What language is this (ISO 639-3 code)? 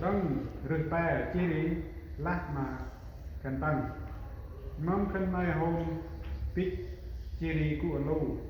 cmo